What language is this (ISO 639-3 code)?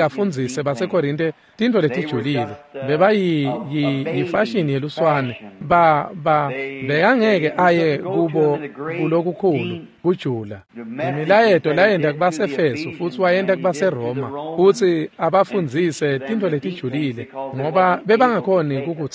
ssw